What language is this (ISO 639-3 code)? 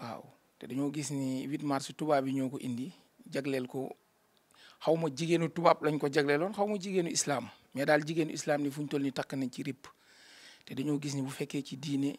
wol